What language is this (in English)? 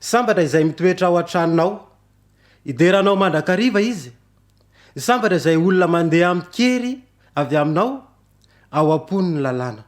Malagasy